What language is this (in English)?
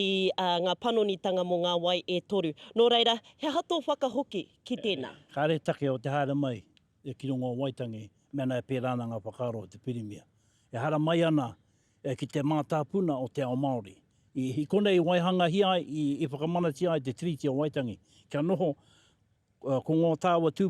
Māori